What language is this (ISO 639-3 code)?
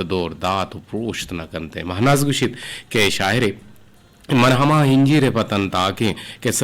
bgp